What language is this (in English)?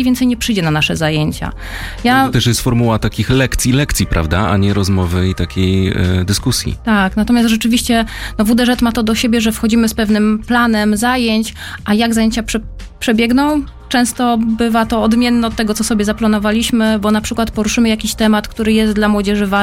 Polish